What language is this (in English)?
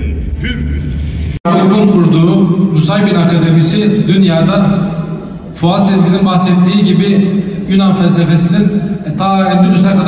Turkish